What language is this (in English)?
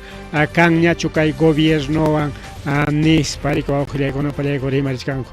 Ayacucho Quechua